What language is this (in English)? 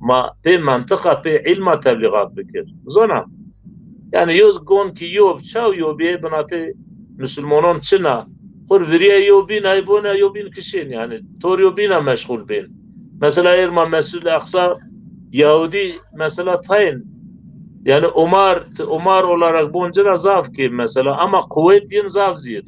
Zaza